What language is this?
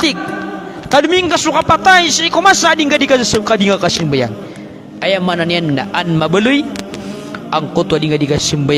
Maranao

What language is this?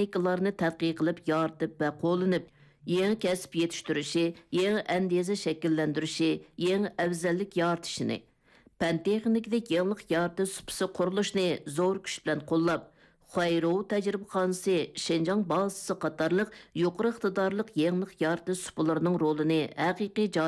Uyghur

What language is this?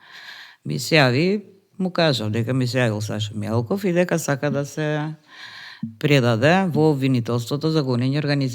Macedonian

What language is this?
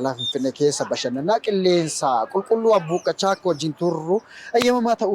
Oromo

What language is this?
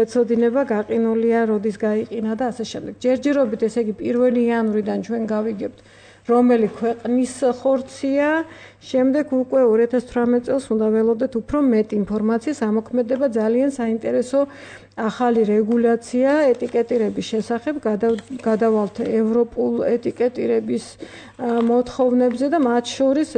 Georgian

